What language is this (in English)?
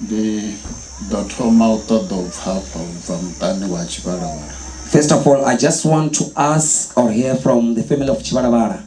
Venda